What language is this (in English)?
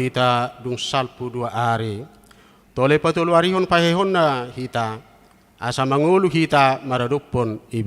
Batak Toba